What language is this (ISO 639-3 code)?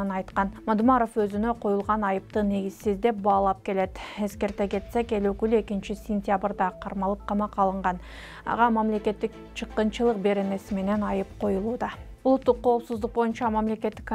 kir